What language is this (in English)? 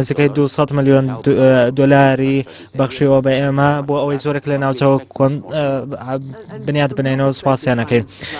Central Kurdish